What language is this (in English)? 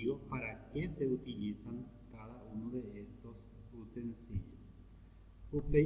Guarani